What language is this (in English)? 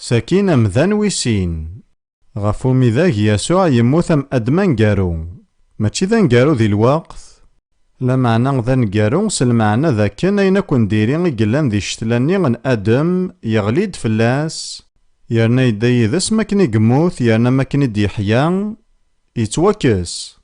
Kabyle